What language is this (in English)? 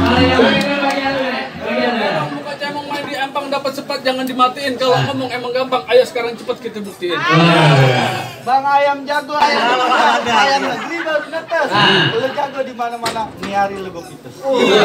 Betawi